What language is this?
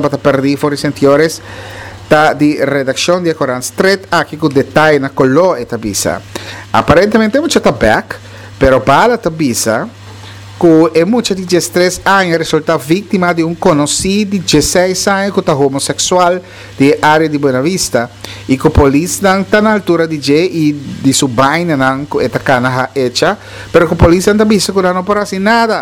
Papiamento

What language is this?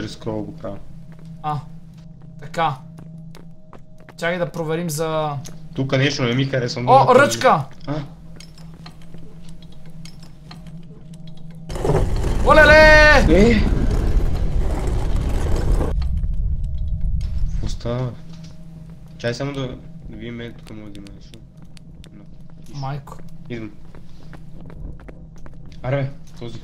Bulgarian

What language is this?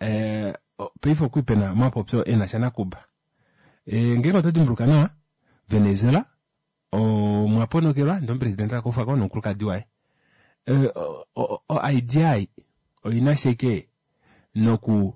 Kuanyama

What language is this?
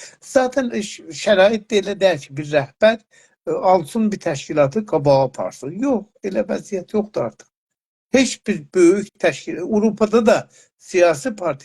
South Azerbaijani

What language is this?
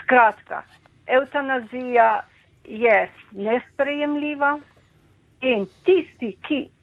Slovenian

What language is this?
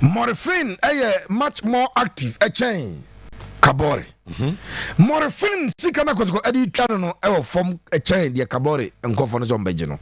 Akan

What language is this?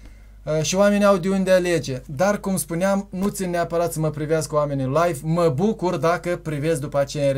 Romanian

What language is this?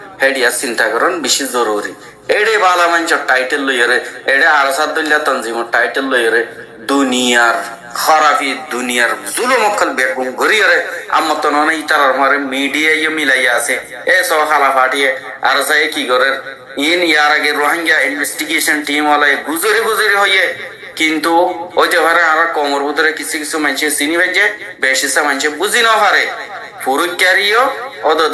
Rohingya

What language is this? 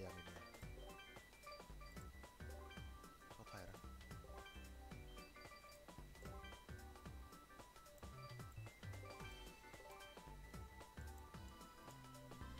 Indonesian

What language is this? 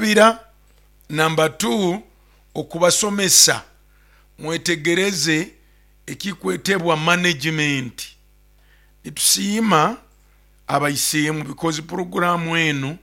Nyoro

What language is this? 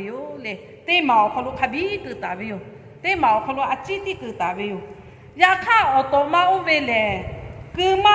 Lahu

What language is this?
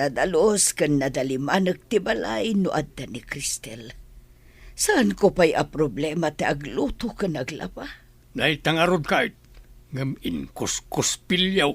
Iloko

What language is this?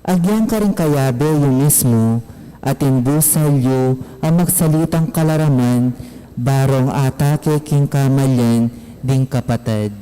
Pampanga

